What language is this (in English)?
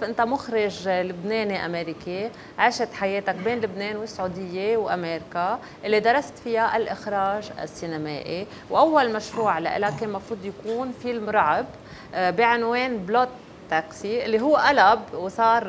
North Levantine Arabic